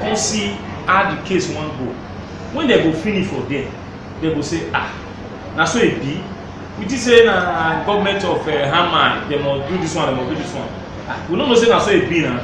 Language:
Nigerian Pidgin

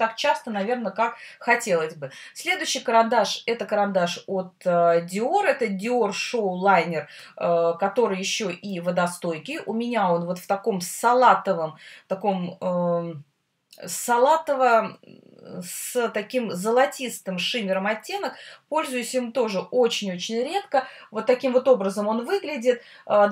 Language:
Russian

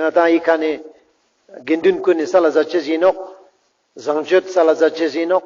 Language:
Ladakhi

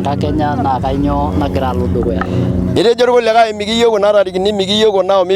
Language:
Masai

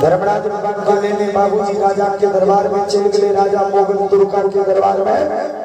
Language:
Maithili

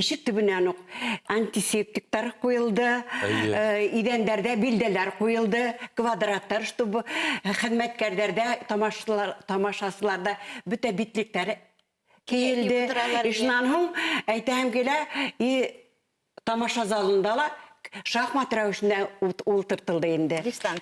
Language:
Bashkir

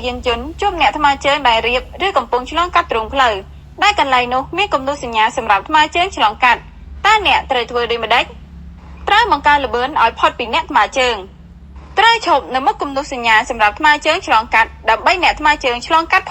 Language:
Khmer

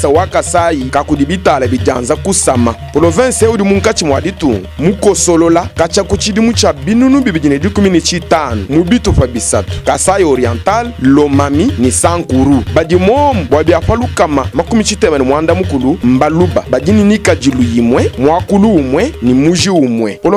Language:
Luba-Lulua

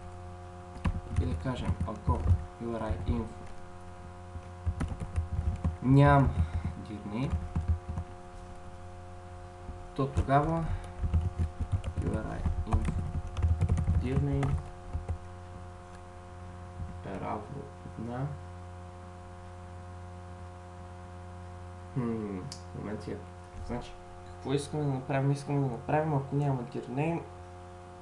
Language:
Bulgarian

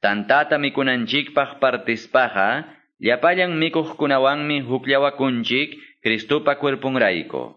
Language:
Quechua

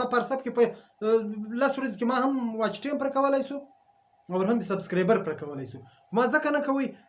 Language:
Pashto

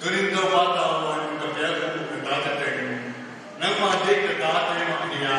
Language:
Tedim Chin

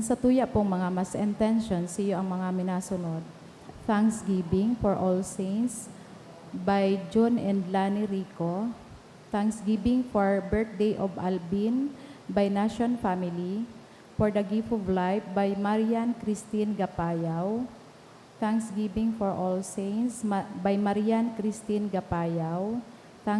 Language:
Bikol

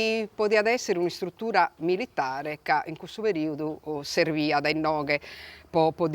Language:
Sardinian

